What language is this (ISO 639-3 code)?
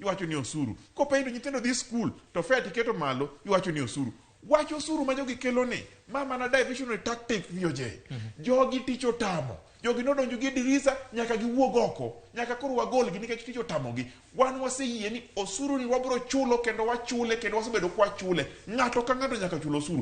luo